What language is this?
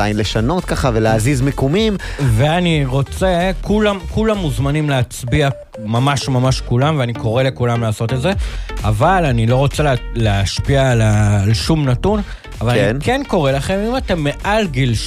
Hebrew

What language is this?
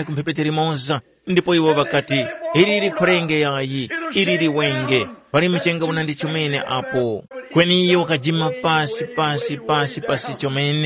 Tumbuka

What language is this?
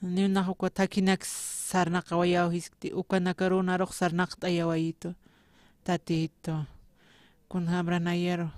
Aymara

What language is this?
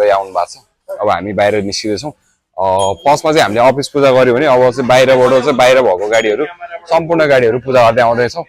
Nepali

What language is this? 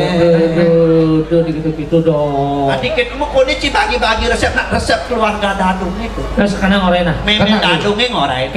Balinese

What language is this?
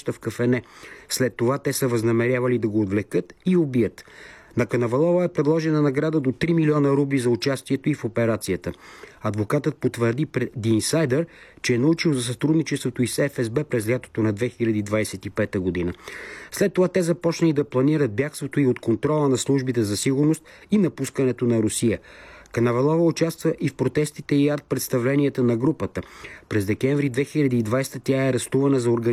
Bulgarian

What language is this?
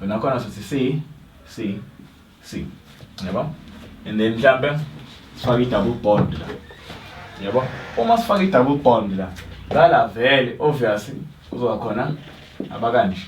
Zulu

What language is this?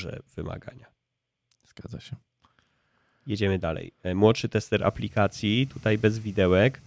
Polish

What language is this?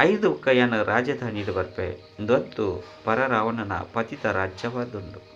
Tulu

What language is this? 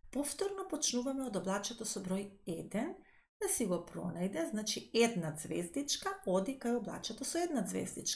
Macedonian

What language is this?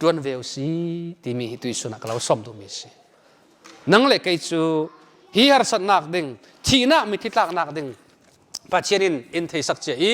Falam Chin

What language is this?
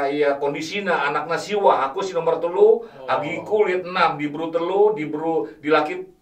Batak Karo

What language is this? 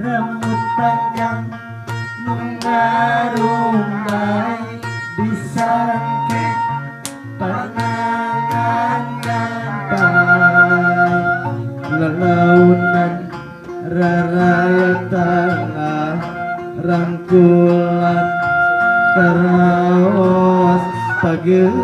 Sundanese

